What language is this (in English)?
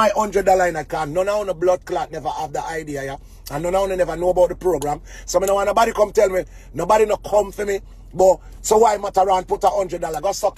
Jamaican Creole English